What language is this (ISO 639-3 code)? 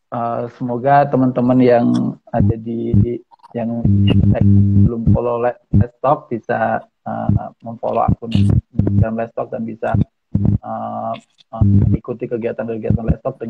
ind